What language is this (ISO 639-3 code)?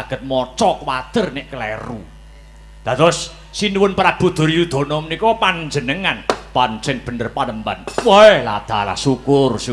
jav